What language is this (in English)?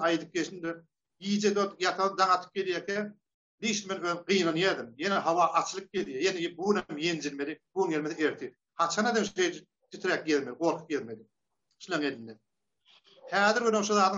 Turkmen